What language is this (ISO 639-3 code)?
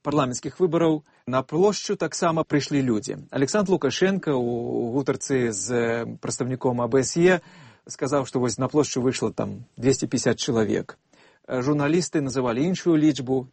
bel